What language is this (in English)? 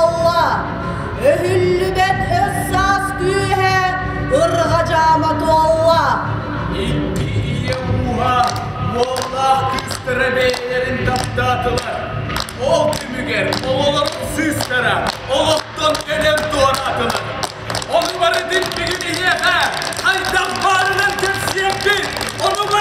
Yakut